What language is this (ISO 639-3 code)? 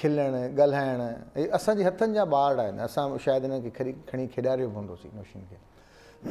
snd